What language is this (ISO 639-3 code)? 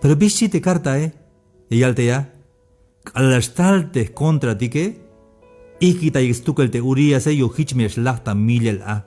tzh